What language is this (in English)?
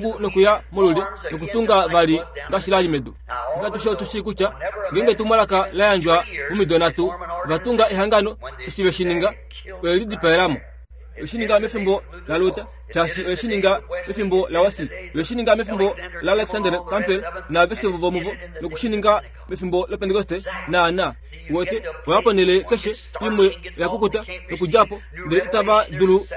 Kuanyama